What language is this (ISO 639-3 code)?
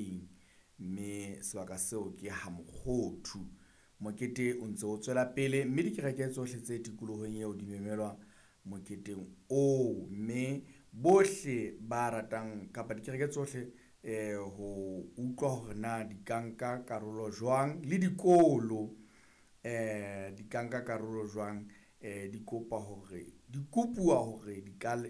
sot